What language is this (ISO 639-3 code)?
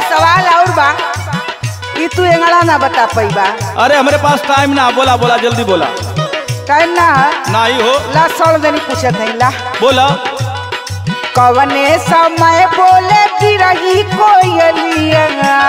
bho